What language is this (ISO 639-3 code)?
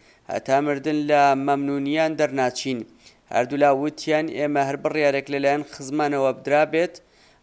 ckb